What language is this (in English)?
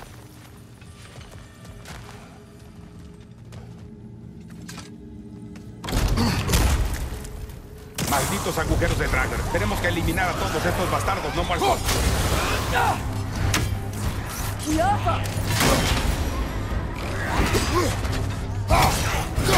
Spanish